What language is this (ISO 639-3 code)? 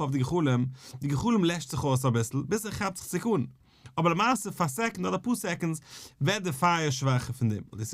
yid